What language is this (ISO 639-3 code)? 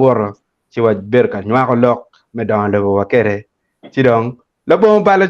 ach